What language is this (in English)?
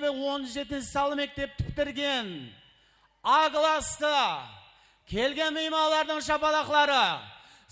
Kara-Kalpak